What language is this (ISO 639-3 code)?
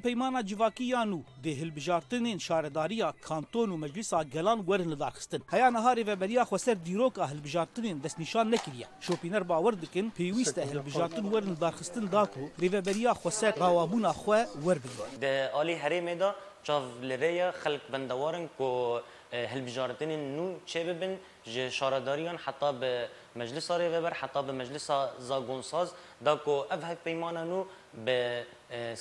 kur